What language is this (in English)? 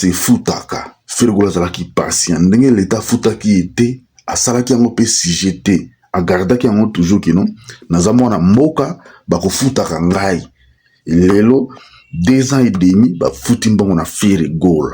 Lingala